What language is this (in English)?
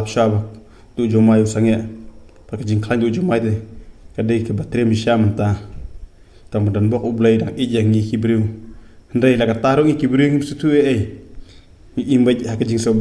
Khasi